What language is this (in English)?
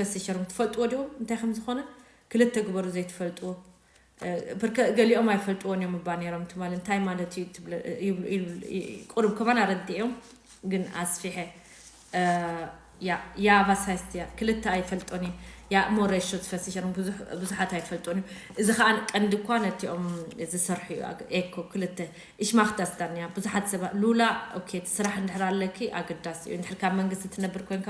Tigrinya